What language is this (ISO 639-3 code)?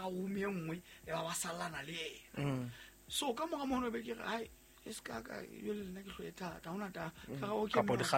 sot